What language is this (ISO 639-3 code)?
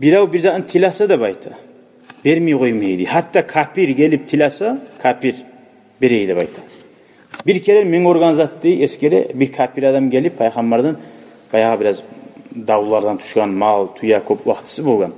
kum